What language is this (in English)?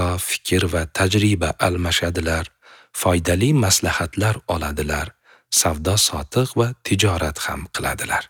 Uzbek